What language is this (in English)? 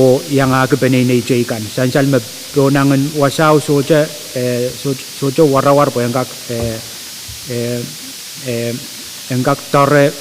Pohnpeian